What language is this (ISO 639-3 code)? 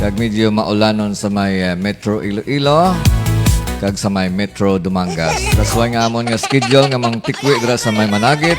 hil